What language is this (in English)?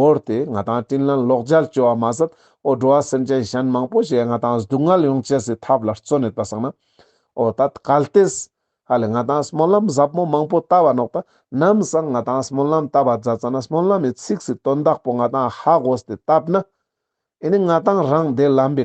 Ladakhi